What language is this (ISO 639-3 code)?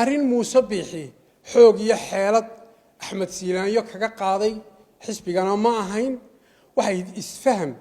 som